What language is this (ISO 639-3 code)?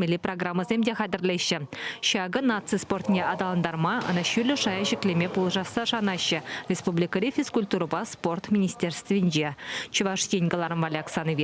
chv